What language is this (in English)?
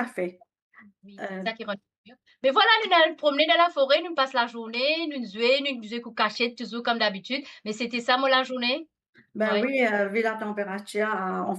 Morisyen